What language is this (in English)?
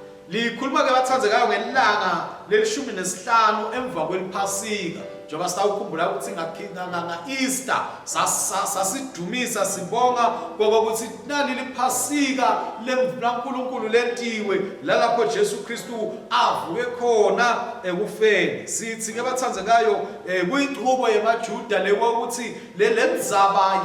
Swati